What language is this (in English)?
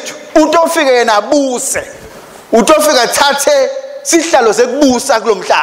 Swati